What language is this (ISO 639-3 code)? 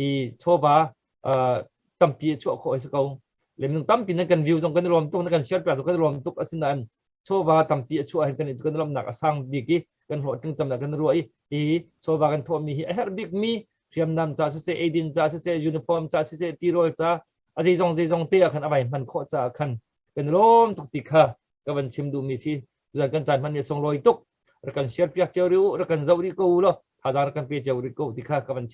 cnh